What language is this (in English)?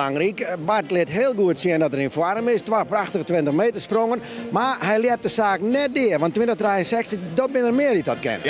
Western Frisian